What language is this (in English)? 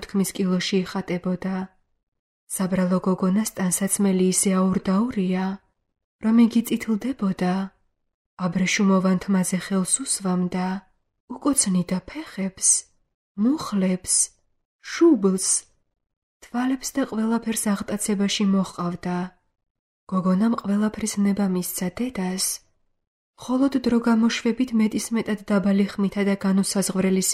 Georgian